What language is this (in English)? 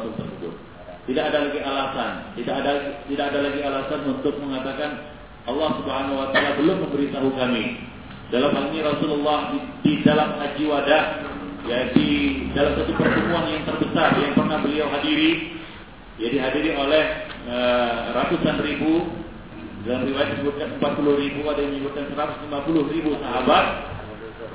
Indonesian